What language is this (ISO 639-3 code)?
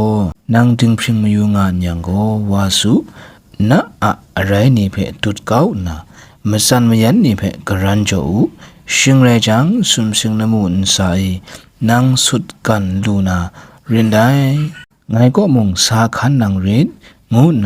kac